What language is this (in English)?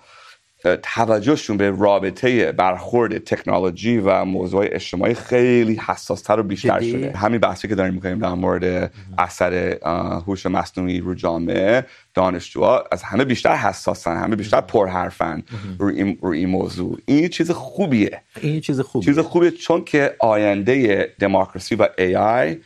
Persian